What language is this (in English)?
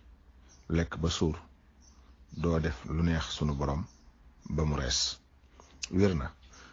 Wolof